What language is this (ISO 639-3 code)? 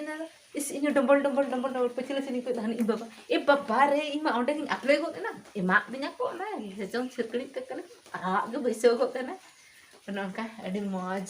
sat